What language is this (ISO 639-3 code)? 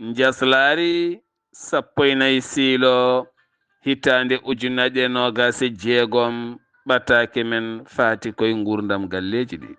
ful